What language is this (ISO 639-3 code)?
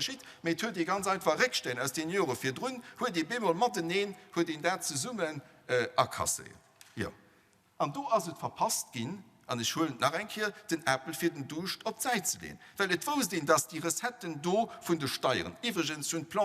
ltz